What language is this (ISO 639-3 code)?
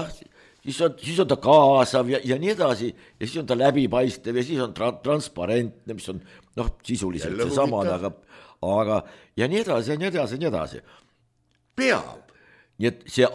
est